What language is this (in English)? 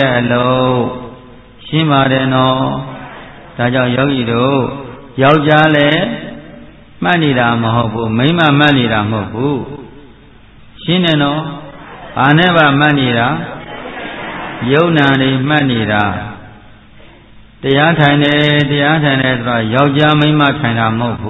Burmese